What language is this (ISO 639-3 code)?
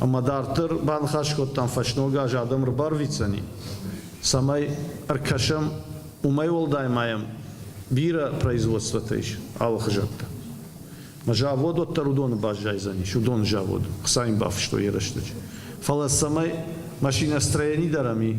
oss